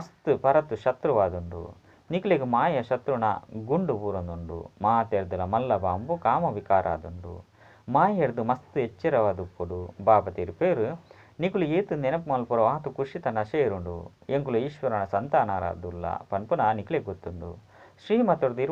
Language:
Tulu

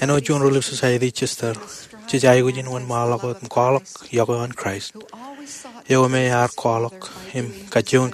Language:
Marshallese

